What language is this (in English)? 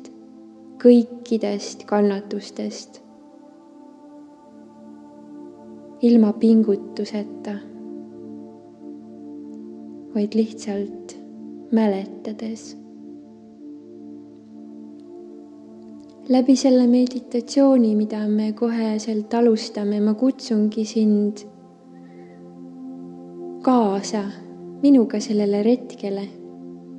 Estonian